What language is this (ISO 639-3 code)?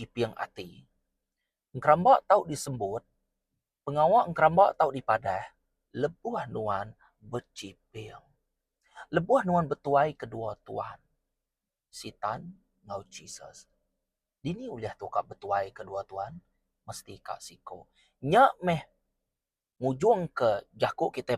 iba